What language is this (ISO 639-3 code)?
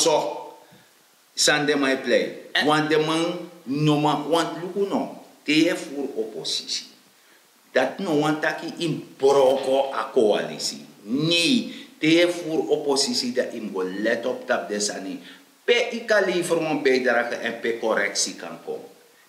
srn